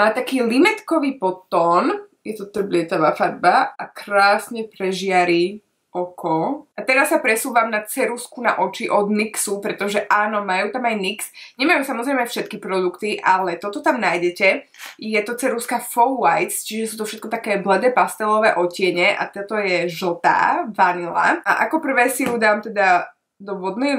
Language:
Slovak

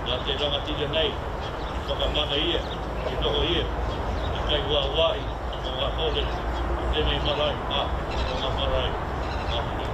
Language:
Māori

